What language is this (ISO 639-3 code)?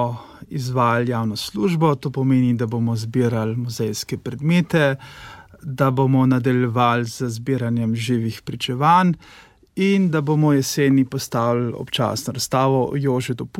slv